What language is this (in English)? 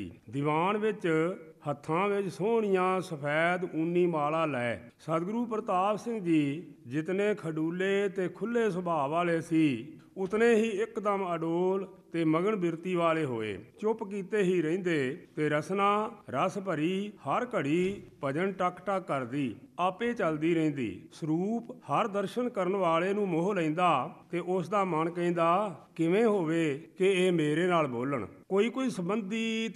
Punjabi